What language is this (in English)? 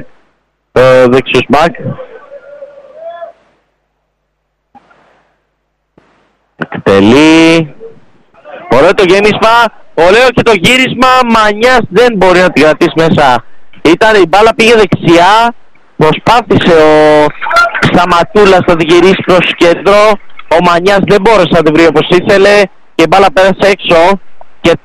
Greek